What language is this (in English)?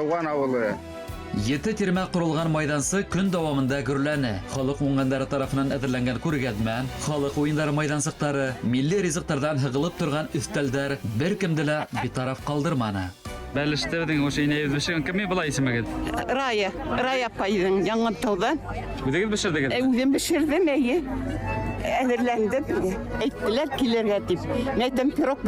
Bashkir